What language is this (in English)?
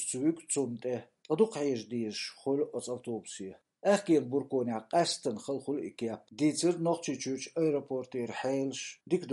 Chechen